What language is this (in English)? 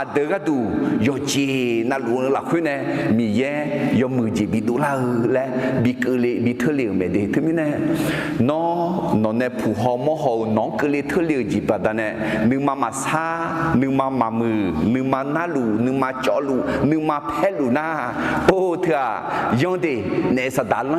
Akha